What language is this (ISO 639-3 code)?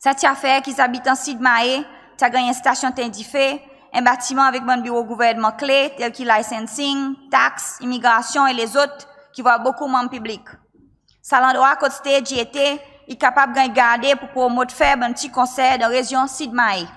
crs